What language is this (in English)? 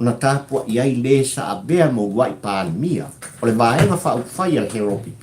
Samoan